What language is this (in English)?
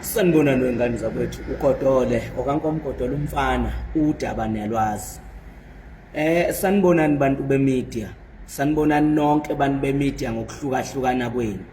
Zulu